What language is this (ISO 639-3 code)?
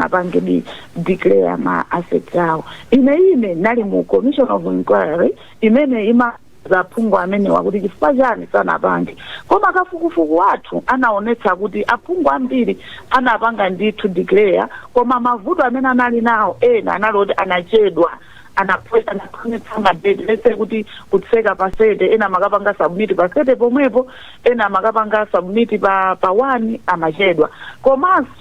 nya